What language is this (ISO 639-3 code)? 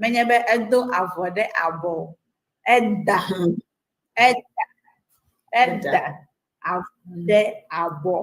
ewe